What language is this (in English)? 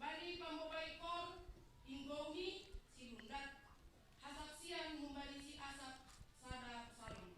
Batak Simalungun